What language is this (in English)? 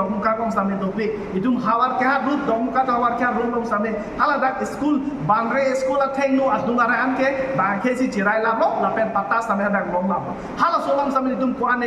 Karbi